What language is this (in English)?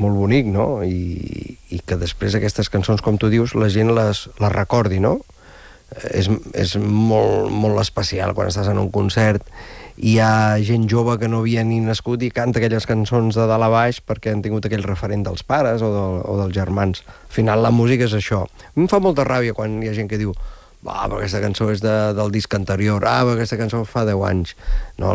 Catalan